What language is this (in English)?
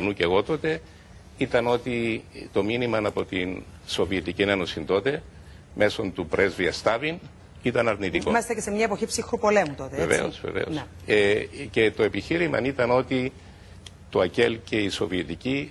Greek